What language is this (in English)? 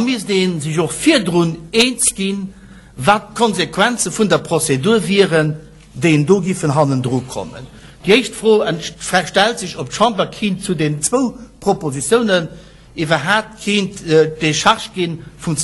Luxembourgish